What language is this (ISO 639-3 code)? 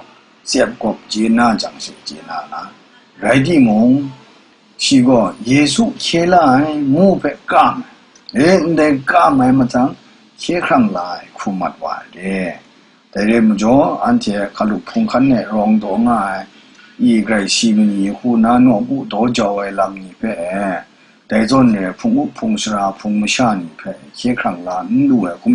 kac